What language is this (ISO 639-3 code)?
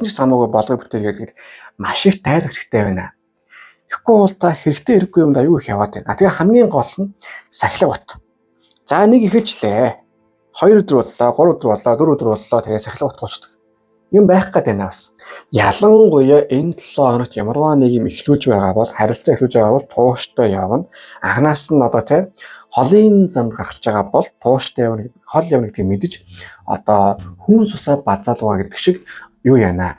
mon